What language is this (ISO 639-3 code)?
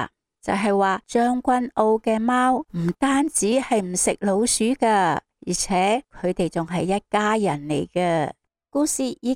yue